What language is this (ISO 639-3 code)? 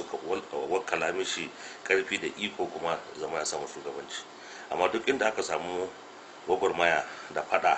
hau